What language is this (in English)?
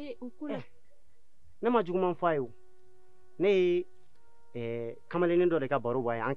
Bambara